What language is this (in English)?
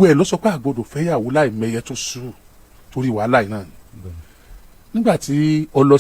Yoruba